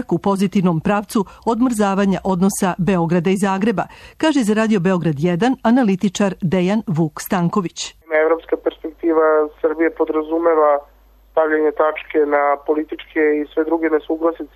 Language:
Serbian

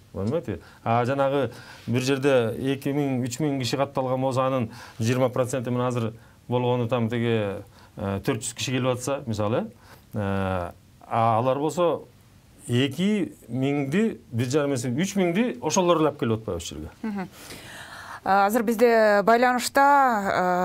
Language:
Kyrgyz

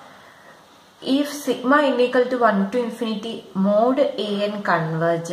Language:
Malayalam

